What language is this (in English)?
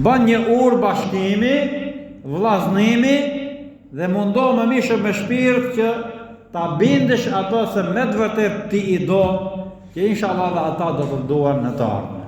Albanian